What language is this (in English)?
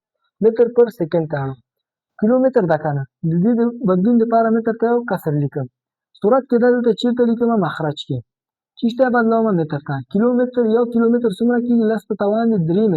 Pashto